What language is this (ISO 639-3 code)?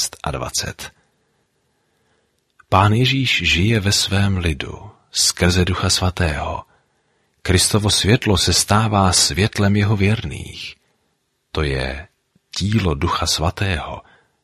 ces